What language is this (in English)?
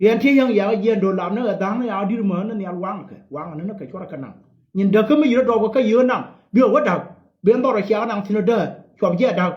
Nuer